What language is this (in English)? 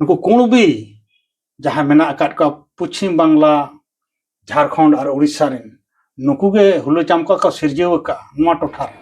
Santali